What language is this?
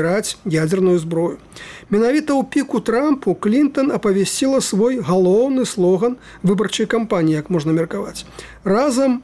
Belarusian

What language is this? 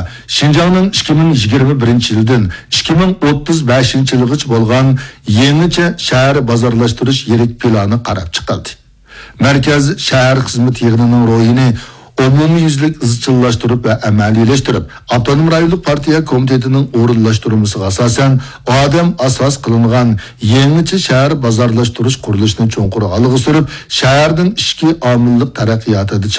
Uyghur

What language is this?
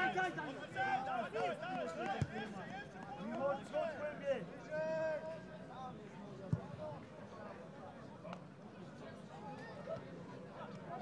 Polish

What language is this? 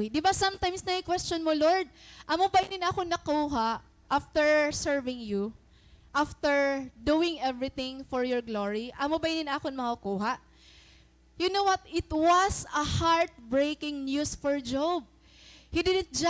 Waray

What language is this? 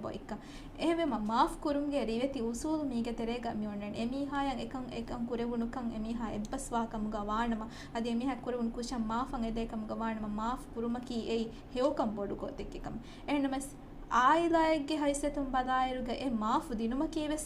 Divehi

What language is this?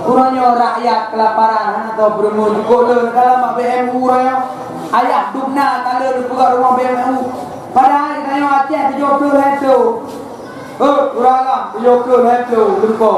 Achinese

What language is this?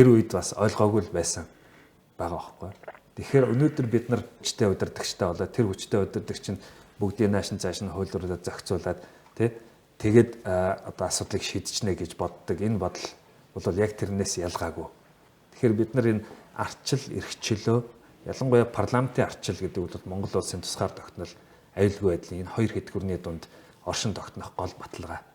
Mongolian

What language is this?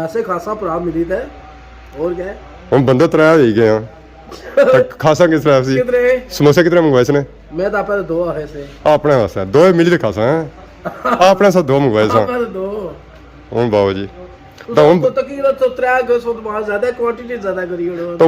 Pahari-Potwari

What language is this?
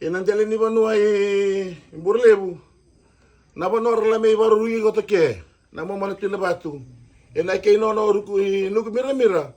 Fijian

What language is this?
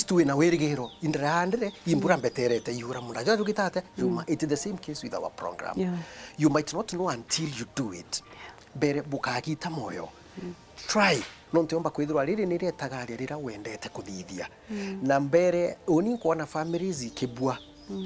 Meru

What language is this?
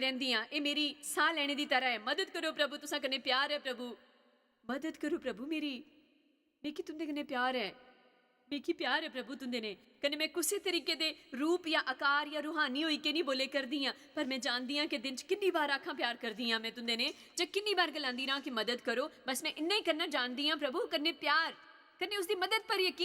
Dogri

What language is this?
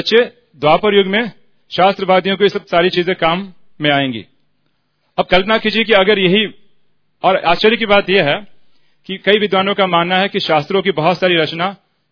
Hindi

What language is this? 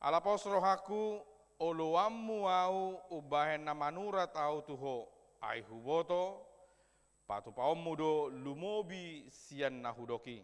Batak Toba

